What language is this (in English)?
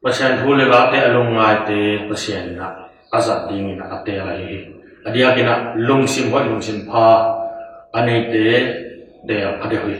Tedim Chin